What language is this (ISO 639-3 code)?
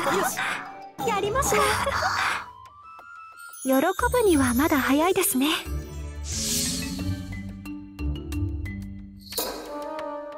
jpn